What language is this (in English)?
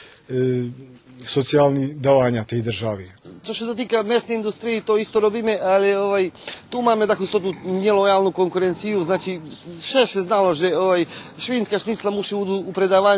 Rusyn